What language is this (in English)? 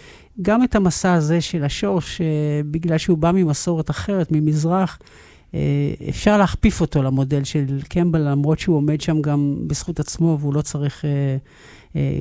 Hebrew